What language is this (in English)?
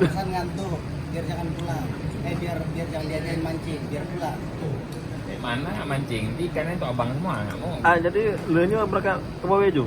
Achinese